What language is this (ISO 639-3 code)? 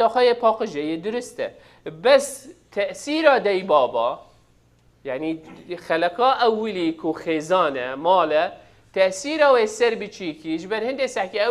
kur